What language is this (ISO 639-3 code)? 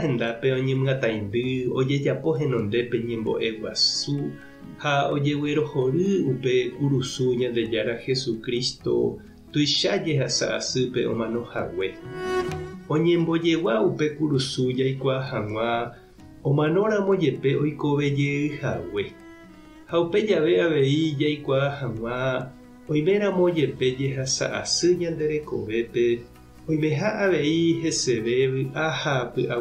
grn